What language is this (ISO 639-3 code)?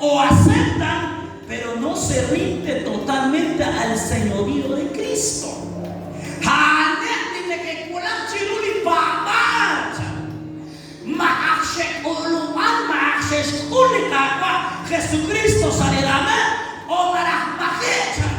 kek